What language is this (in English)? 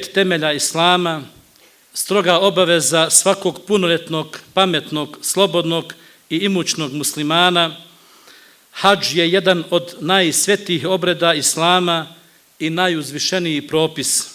Bosnian